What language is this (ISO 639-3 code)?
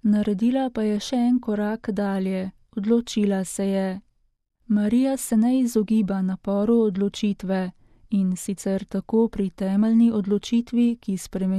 slv